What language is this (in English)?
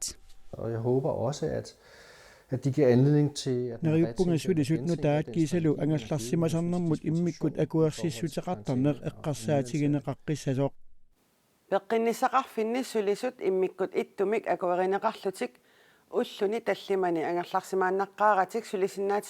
Kalaallisut